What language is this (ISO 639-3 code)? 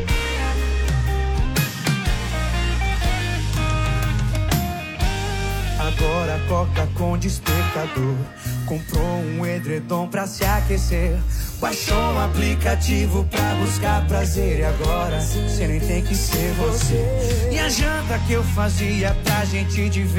por